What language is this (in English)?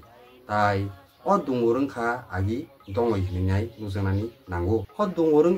Kok Borok